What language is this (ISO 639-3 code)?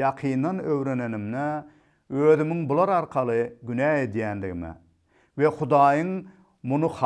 tuk